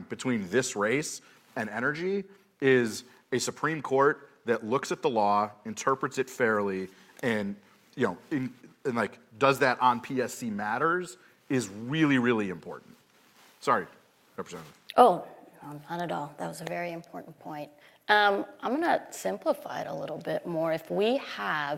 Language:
English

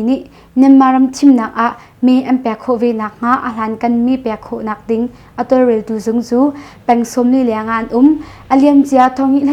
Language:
Hakha Chin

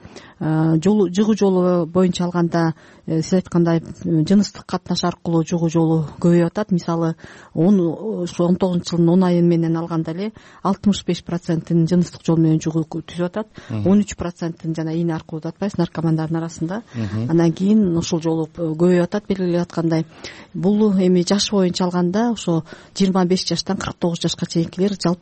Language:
Kyrgyz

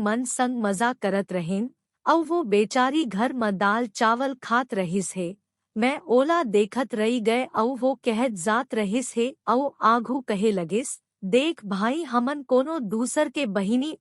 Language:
Chhattisgarhi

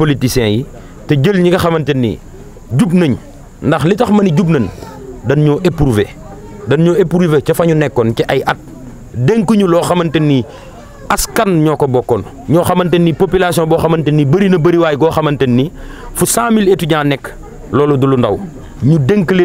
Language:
Wolof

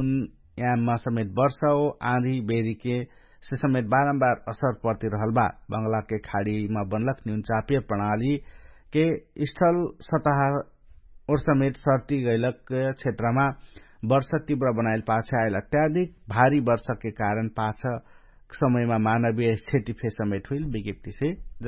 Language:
Dangaura Tharu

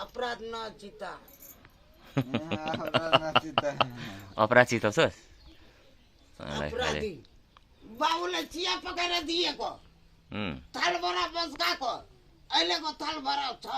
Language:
Nepali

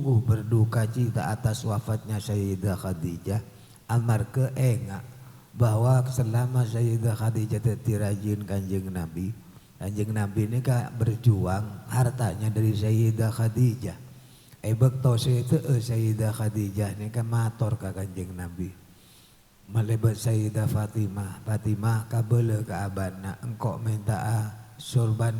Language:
Madurese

